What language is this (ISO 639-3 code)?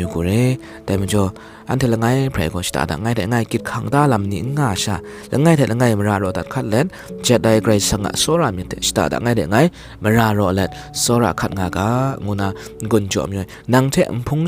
kac